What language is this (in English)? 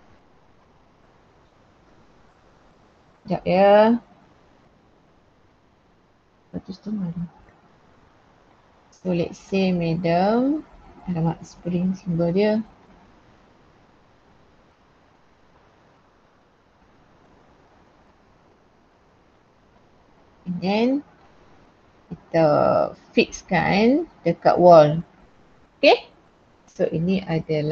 Malay